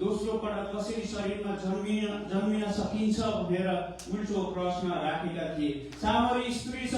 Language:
Nepali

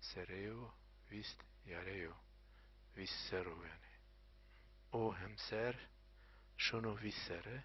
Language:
Zaza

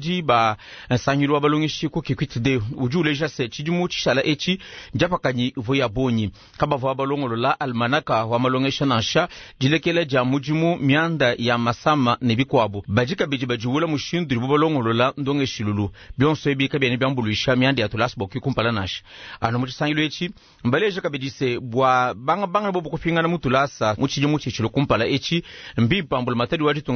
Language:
Luba-Lulua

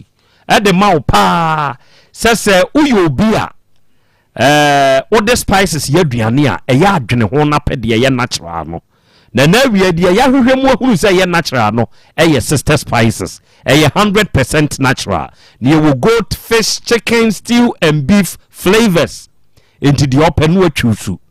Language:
Akan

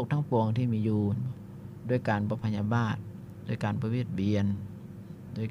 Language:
Lao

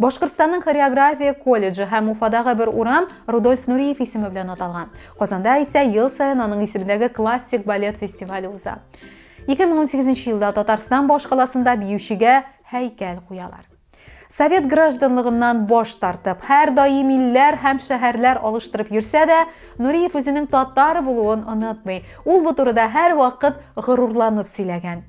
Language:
Tatar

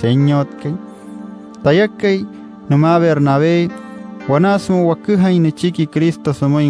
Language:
Wayuu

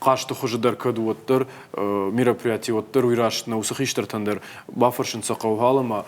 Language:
Ossetic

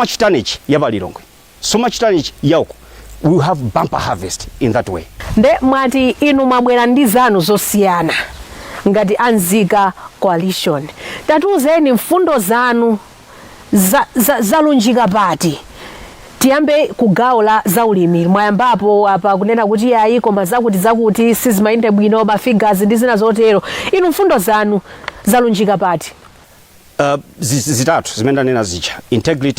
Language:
Nyanja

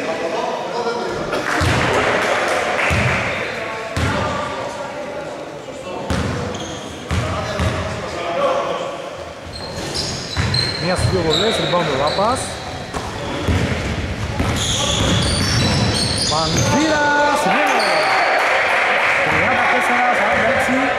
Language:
Greek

